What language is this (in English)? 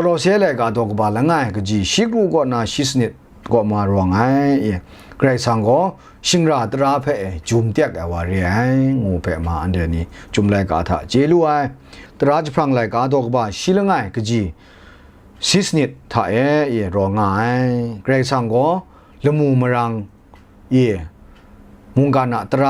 Kachin